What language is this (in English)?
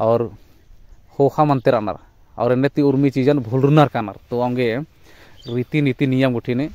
Kurukh